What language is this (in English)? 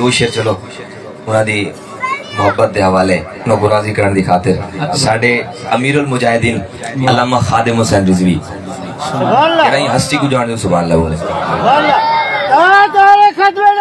Saraiki